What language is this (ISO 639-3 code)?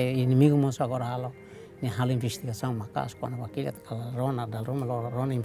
tet